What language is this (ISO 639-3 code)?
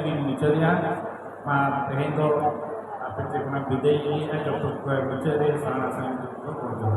sat